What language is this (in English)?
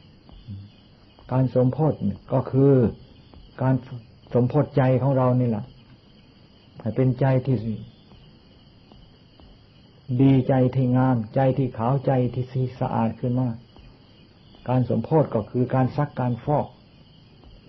Thai